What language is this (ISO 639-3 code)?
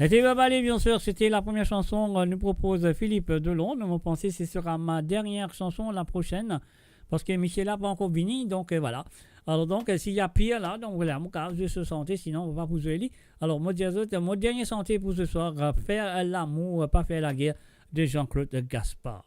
mfe